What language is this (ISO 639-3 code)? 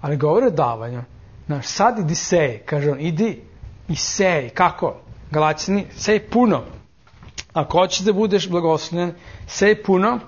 srp